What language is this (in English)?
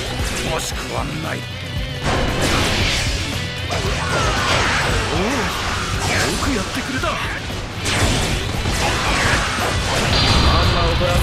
Japanese